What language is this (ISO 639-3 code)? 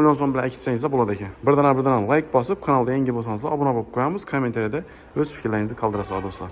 uzb